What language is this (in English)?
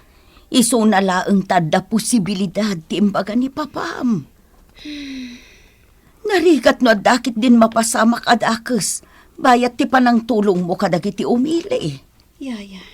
Iloko